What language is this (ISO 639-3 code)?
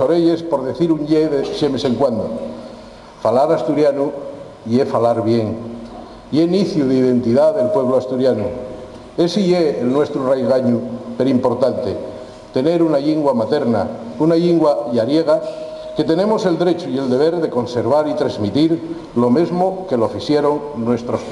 ast